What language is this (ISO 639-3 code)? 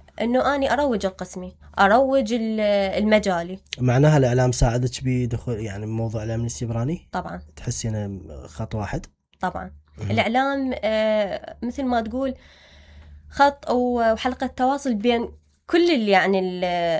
acm